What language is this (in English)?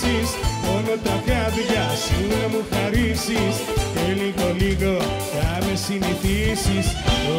Greek